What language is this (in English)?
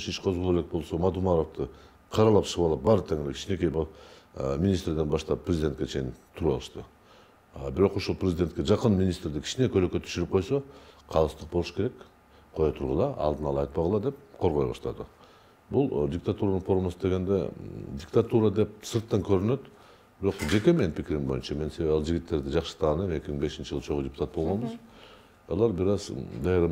Kyrgyz